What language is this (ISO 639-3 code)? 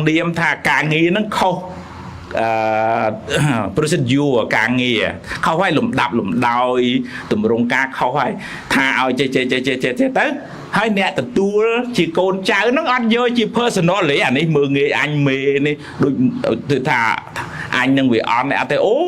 khm